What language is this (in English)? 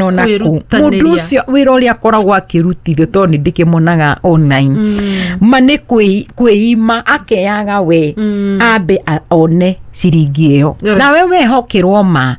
Kikuyu